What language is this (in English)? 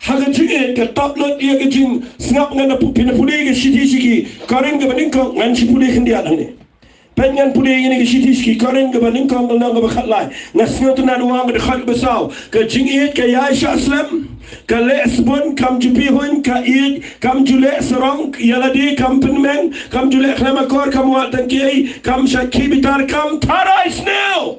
Khasi